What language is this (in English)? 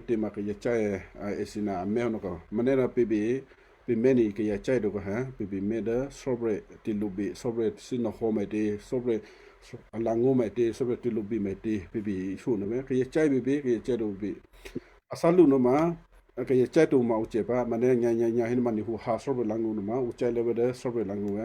Western Kayah